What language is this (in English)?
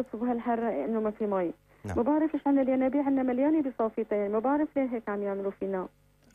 North Levantine Arabic